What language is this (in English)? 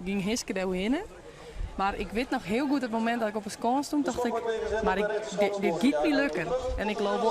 Western Frisian